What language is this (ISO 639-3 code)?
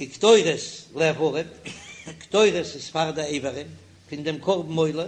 yid